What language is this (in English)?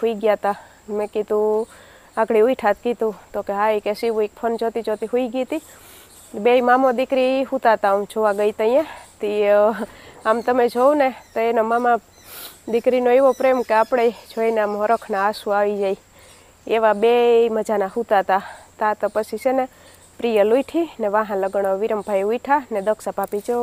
Gujarati